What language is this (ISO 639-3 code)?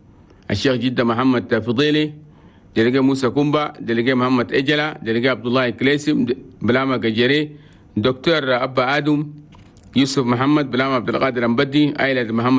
shu